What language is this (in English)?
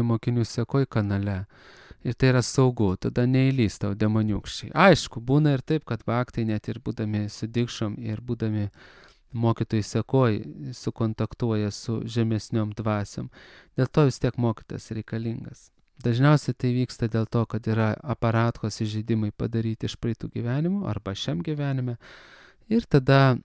Lithuanian